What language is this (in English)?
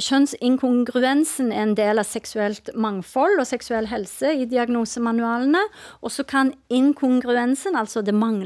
Norwegian